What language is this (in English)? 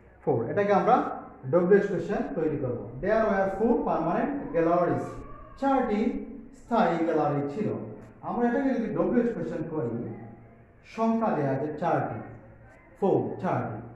Bangla